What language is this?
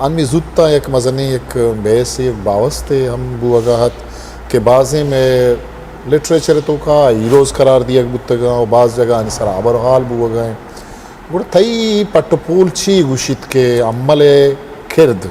Eastern Balochi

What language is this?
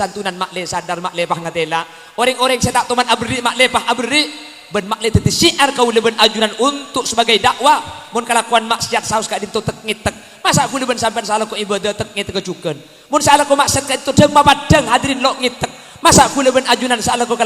Madurese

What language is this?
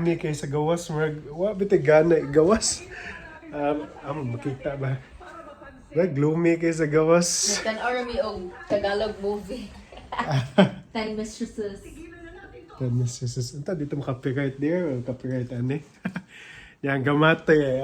Cebuano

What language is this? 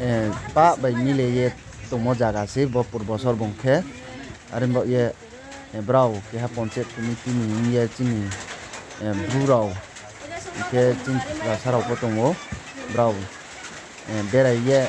Riang (India)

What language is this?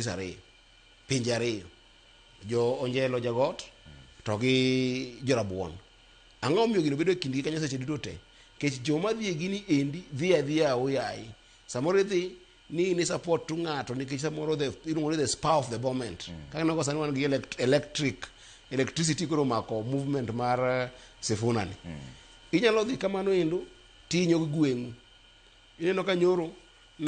Luo (Kenya and Tanzania)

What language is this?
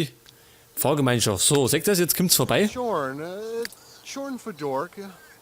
Bavarian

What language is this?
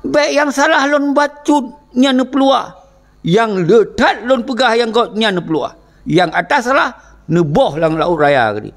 Achinese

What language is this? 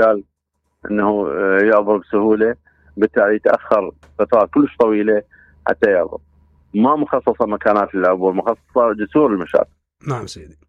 Mesopotamian Arabic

